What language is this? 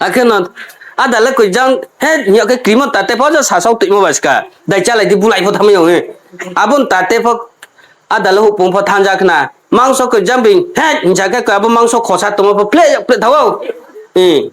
Riang (India)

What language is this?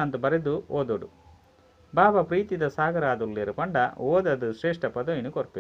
Tulu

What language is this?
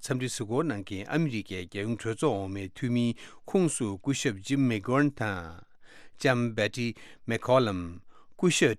Tibetan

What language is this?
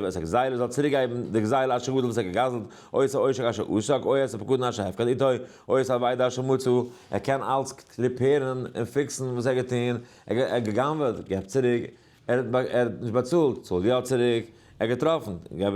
Yiddish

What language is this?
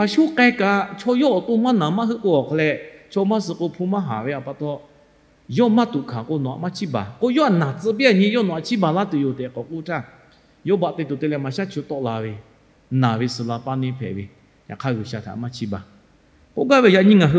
Lahu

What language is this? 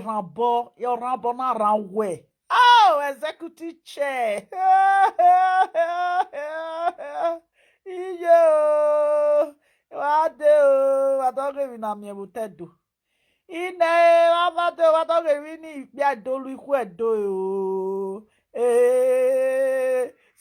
Nigerian Pidgin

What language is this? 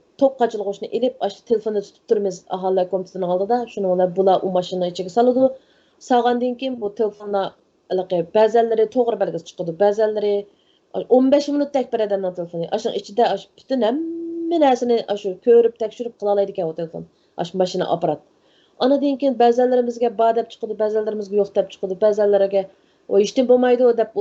Uyghur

